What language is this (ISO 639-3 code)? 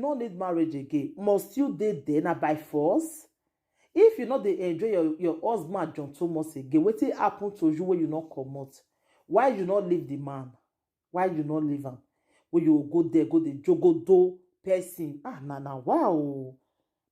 pcm